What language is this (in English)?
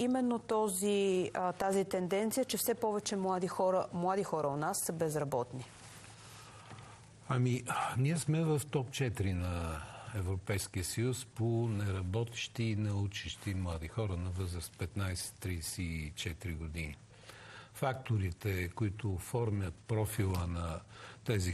Bulgarian